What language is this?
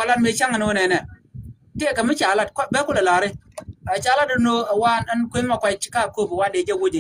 Nuer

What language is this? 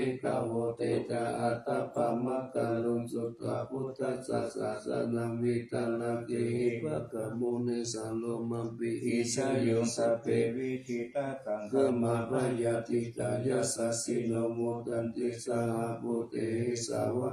Pali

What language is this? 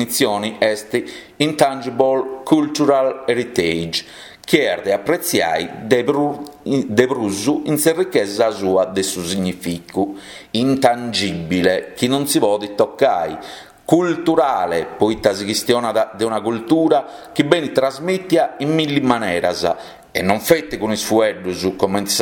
Sardinian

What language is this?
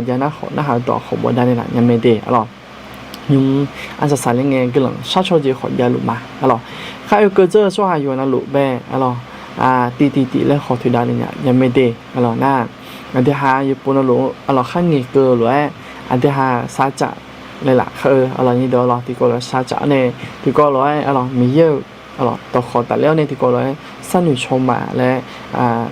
Akha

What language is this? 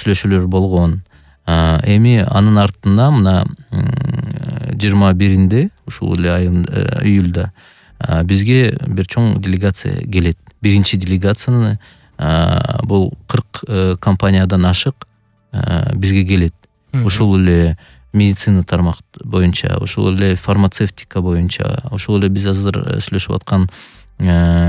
Kyrgyz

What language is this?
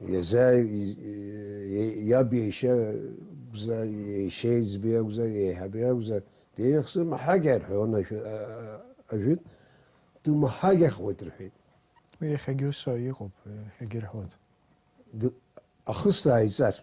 Abkhazian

